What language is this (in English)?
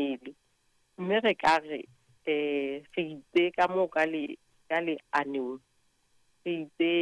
Southern Sotho